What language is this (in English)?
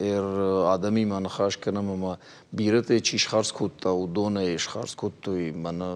Ossetic